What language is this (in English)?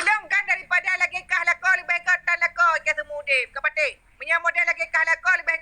Achinese